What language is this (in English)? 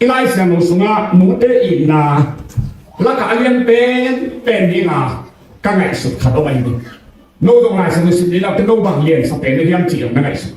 Tedim Chin